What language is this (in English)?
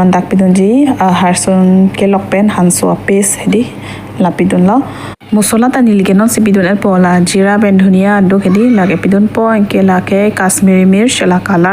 Karbi